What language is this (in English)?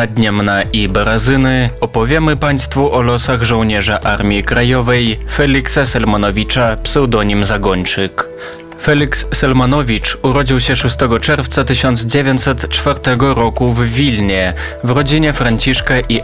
Polish